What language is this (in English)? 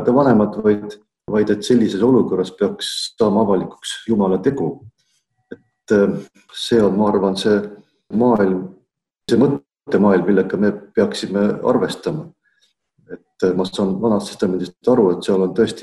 Estonian